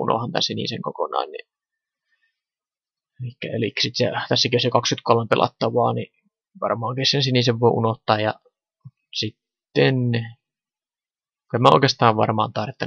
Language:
Finnish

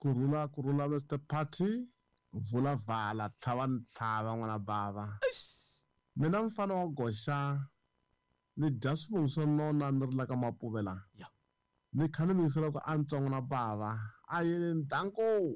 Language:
Tsonga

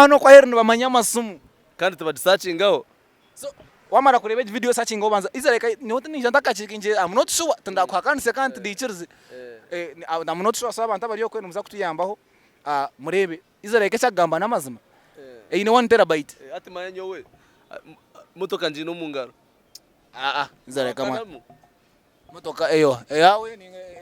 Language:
Nyankole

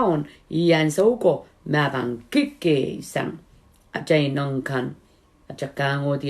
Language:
Pohnpeian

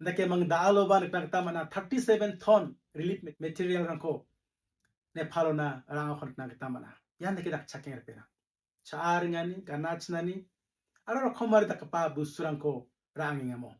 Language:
Garo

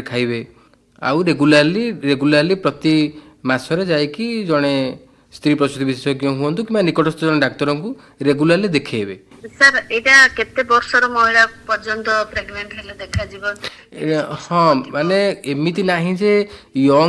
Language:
Odia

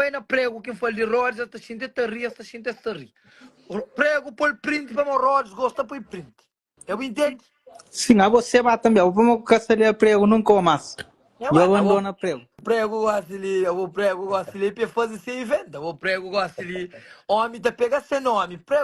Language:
Kabuverdianu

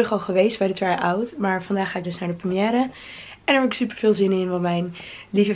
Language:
Dutch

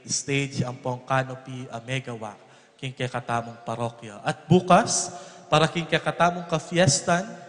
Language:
Pampanga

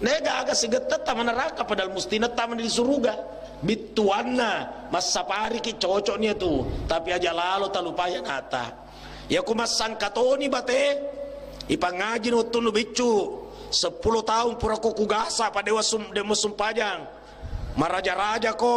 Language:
Buginese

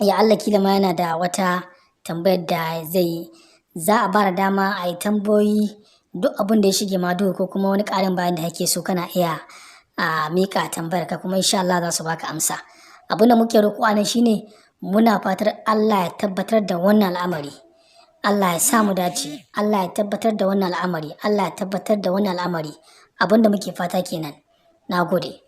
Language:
Hausa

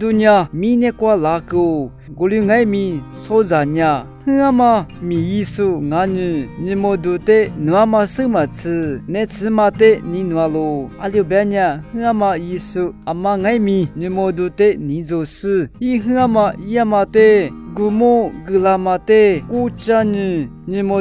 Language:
Lisu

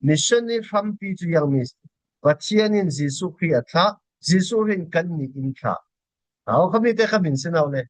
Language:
Falam Chin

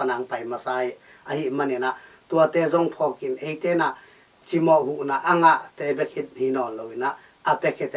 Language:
Tedim Chin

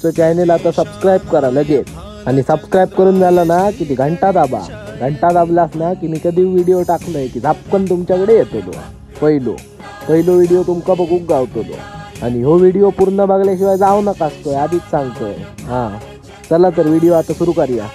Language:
Konkani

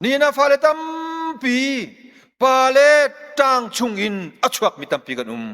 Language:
Hakha Chin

